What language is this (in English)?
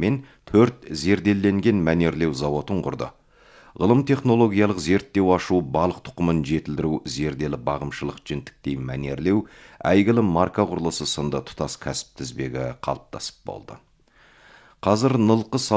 Kazakh